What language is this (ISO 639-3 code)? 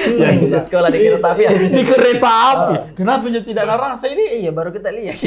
mfp